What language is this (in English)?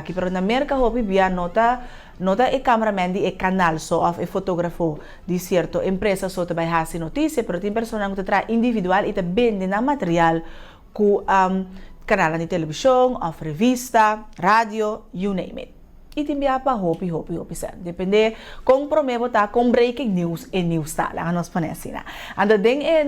Papiamento